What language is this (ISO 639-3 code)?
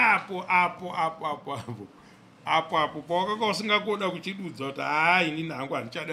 sna